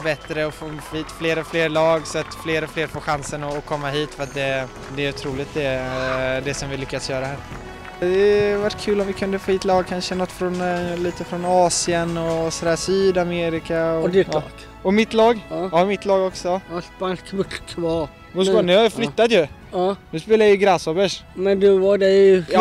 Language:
Swedish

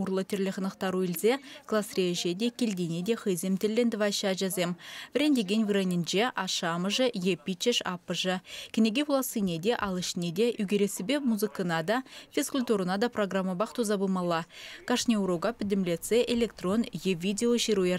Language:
Chuvash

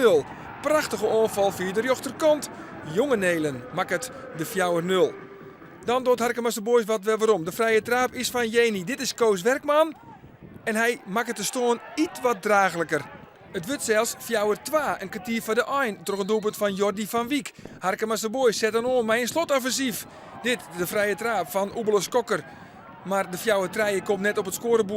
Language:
Western Frisian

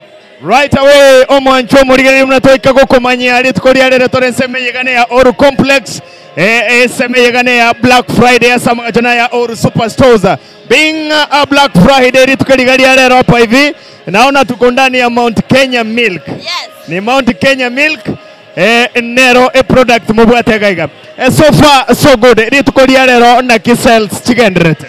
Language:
Gusii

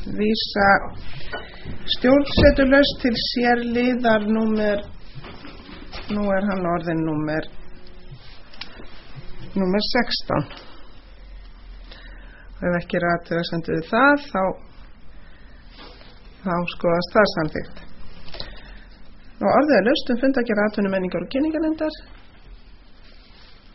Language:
Icelandic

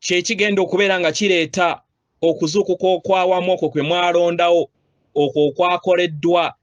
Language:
Ganda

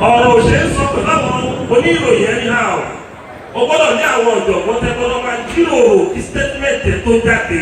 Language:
Yoruba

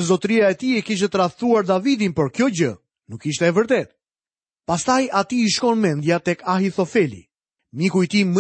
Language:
Albanian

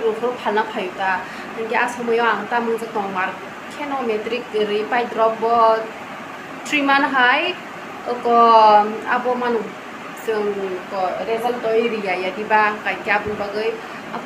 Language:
Kok Borok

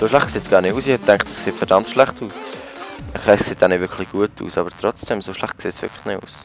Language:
Swiss German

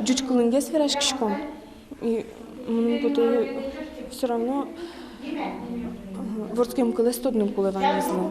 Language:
Udmurt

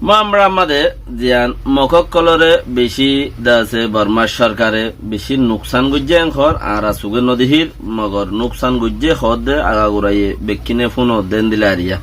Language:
Rohingya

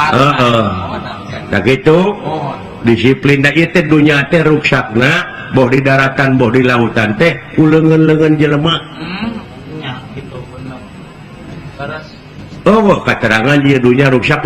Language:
Sundanese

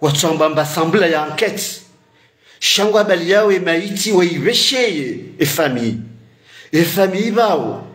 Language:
Ngazidja Comorian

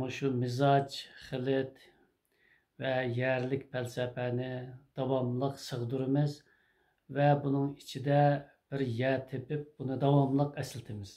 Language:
Uyghur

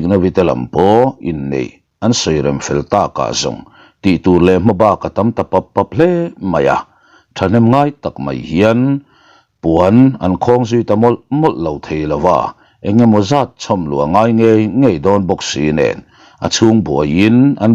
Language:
Mizo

